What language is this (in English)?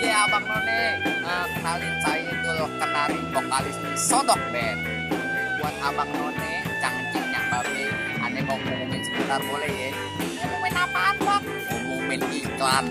Betawi